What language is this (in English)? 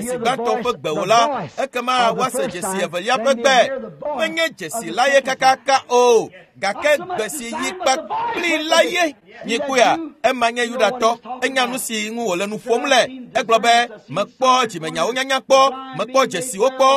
Ewe